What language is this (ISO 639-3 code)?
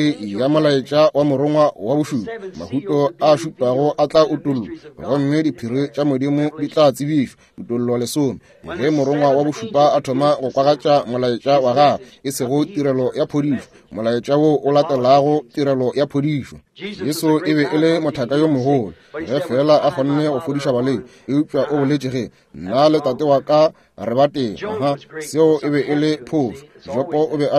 nso